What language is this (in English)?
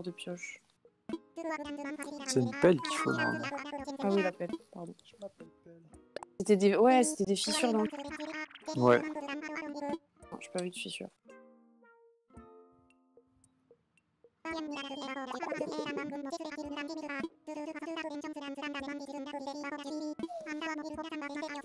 French